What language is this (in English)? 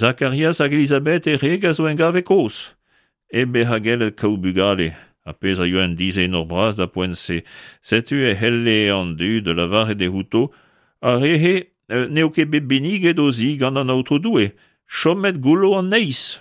Breton